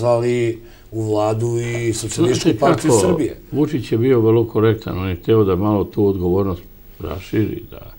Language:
Serbian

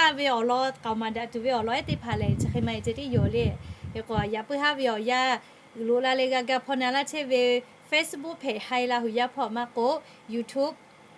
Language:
Lahu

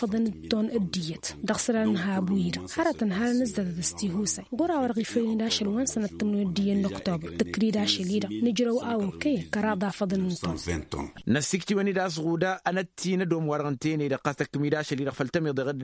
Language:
Tamasheq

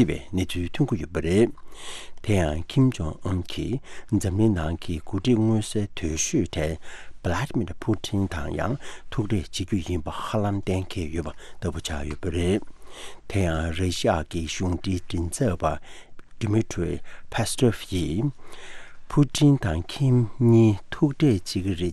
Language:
Tibetan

